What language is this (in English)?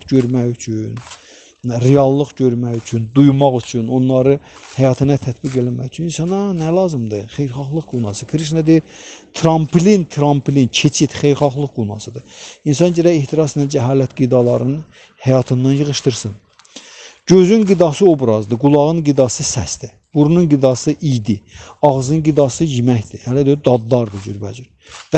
Azerbaijani